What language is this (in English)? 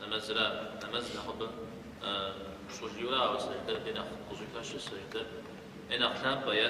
Kabardian